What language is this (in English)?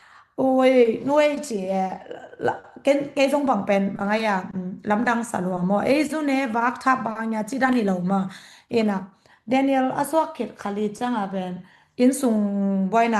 Tedim Chin